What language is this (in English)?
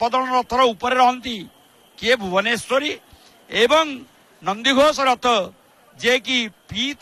Odia